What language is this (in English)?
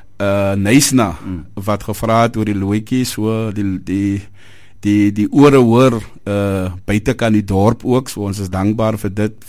Afrikaans